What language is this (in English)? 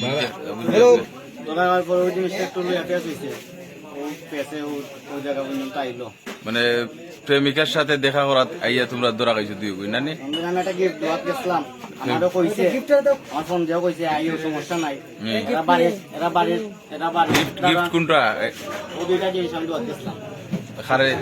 Sylheti